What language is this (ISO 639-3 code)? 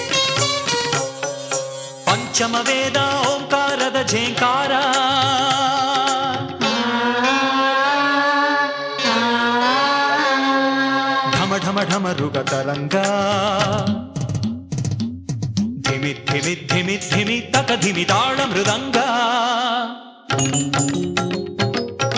kan